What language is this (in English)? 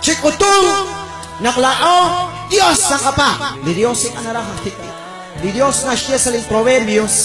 Kekchí